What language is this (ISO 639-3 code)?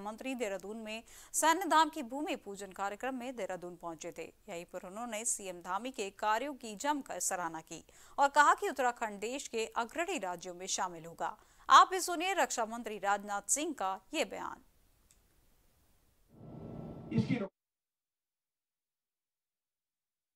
hin